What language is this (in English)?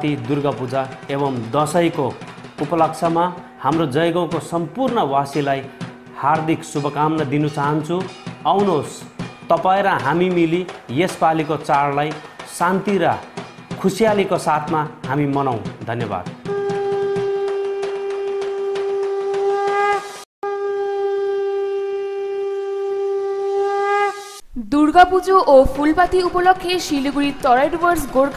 Bangla